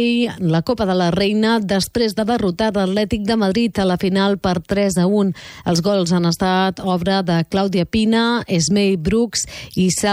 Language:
Catalan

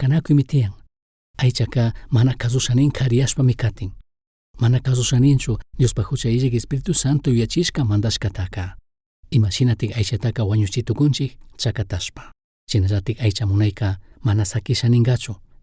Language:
Chimborazo Highland Quichua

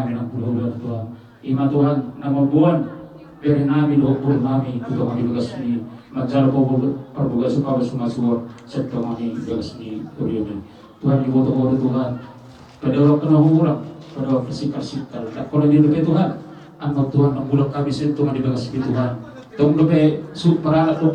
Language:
Batak Toba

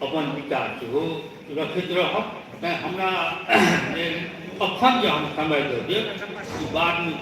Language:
Maithili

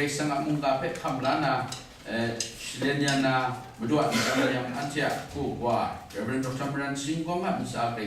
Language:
Kachin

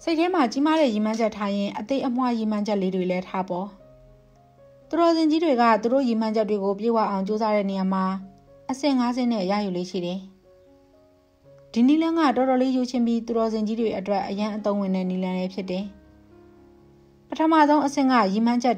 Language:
Burmese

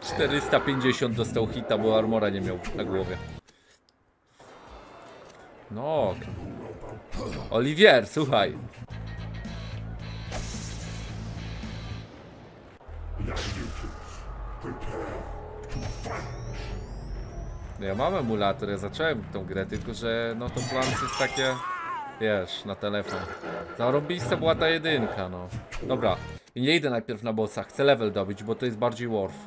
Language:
Polish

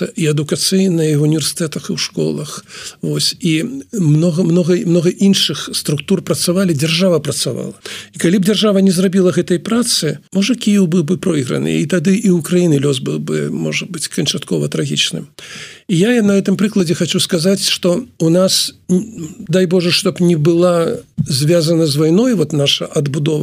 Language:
Belarusian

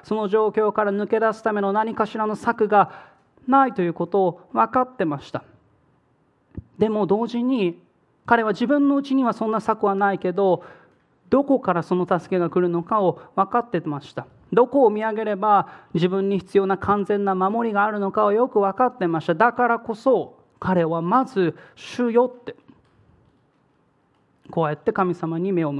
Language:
Japanese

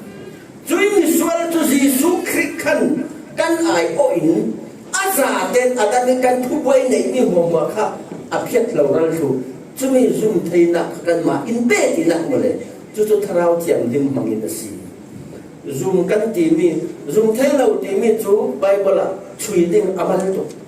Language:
Falam Chin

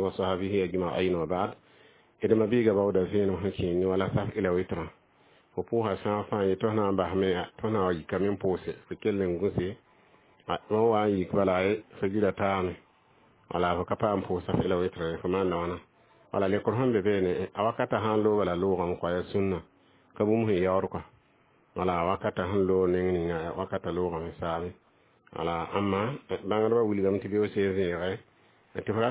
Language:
Mossi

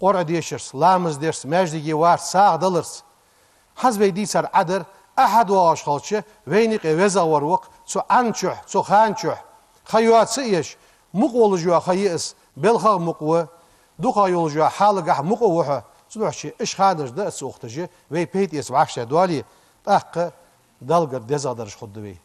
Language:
Ingush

